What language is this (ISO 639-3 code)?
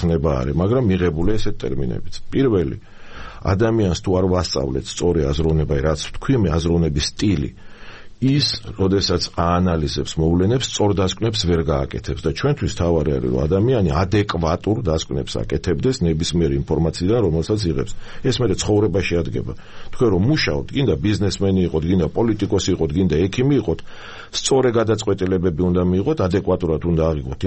kat